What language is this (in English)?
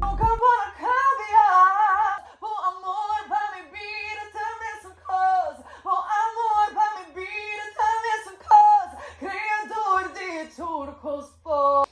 Papiamento